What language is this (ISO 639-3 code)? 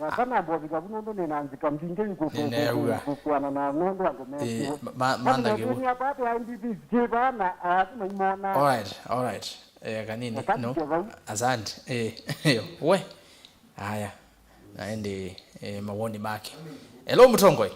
kam